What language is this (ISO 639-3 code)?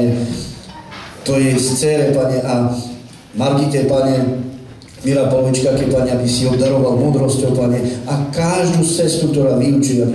slk